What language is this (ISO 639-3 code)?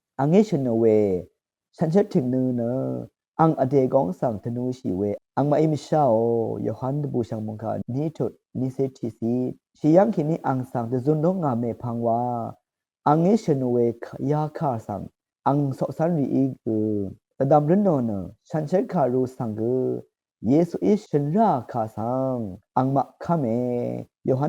raw